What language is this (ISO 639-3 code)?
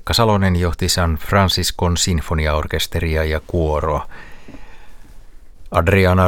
fin